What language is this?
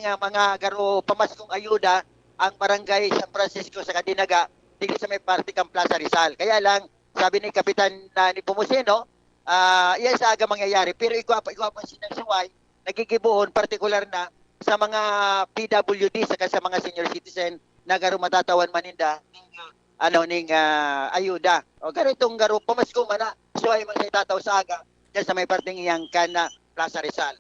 Bikol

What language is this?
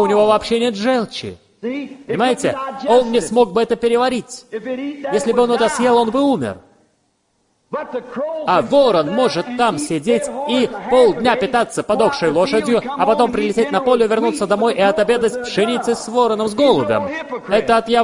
Russian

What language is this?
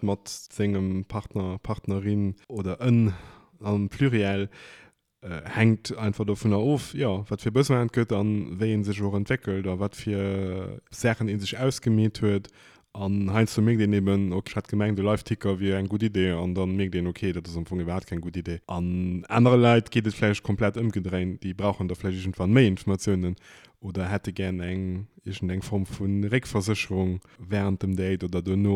Luxembourgish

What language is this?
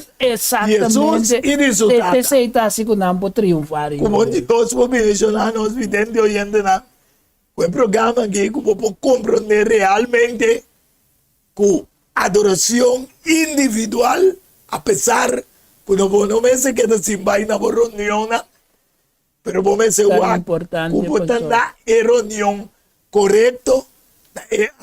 Papiamento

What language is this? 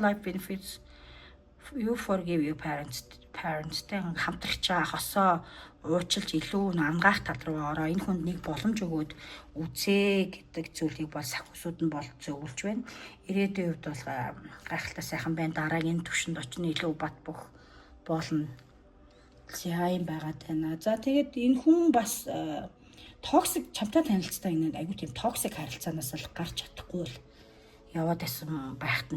Mongolian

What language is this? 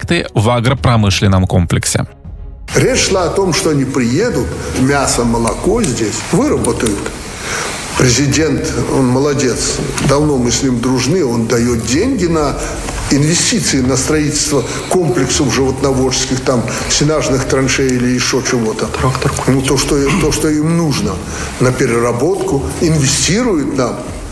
Russian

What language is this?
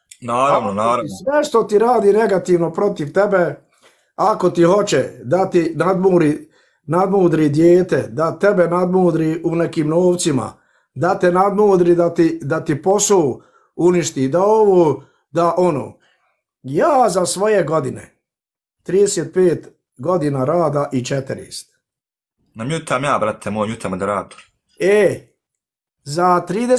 Bosnian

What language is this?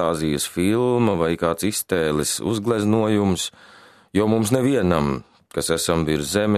Latvian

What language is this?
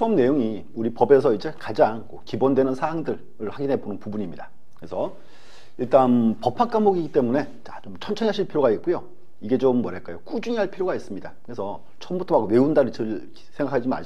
Korean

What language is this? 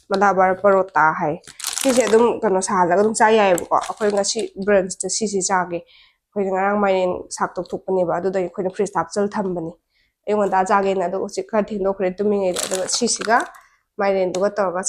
Manipuri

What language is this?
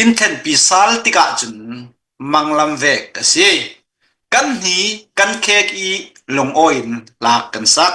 Hakha Chin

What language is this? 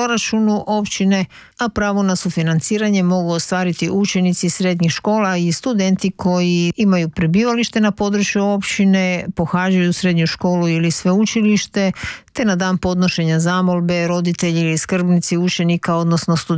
Croatian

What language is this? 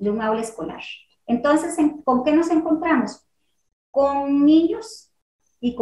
Spanish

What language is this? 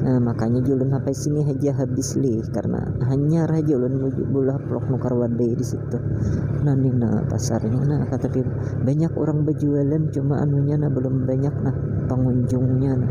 Banjar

